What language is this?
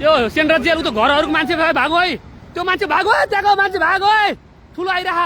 Nepali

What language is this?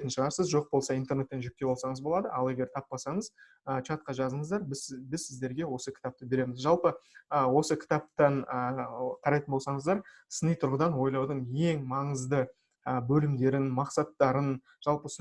Kazakh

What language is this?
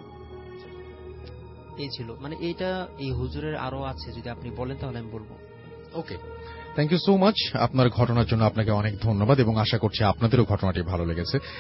Bangla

